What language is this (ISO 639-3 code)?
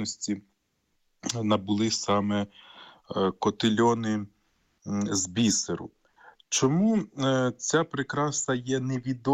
ukr